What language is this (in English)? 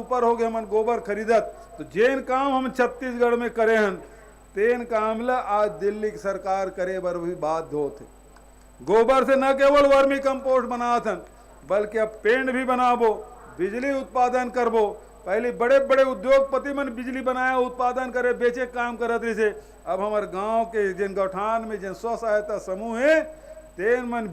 Chhattisgarhi